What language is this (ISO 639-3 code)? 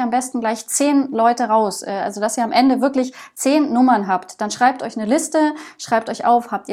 deu